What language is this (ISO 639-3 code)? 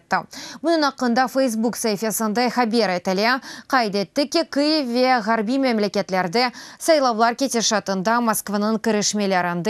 crh